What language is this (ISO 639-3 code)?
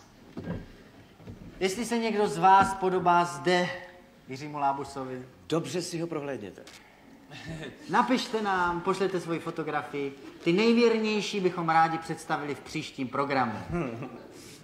ces